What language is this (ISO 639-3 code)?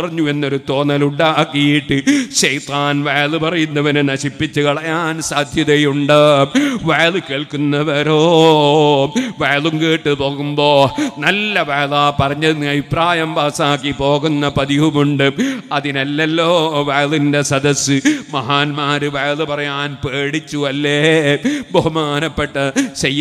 mal